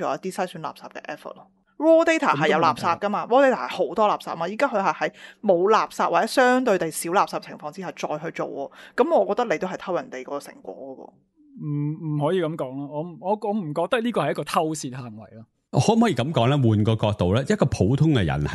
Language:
Cantonese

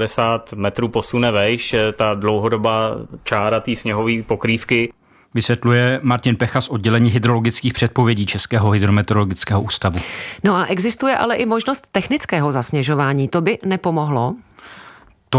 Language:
Czech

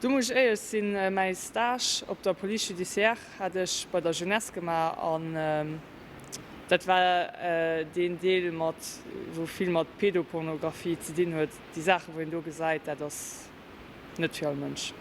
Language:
Luxembourgish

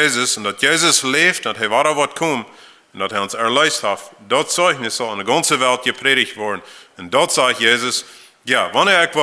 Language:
Plautdietsch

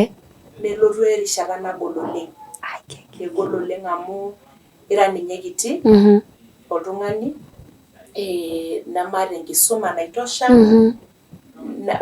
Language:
Masai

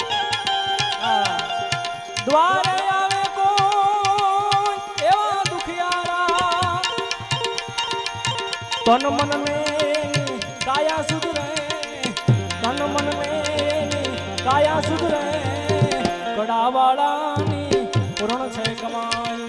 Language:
Gujarati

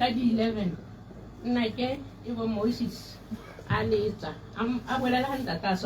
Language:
Tswana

